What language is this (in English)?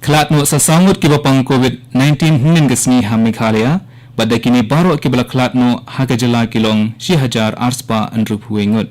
Khasi